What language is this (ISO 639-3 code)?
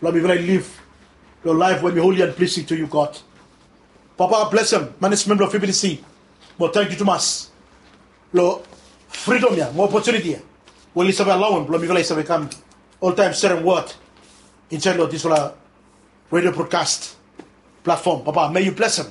bis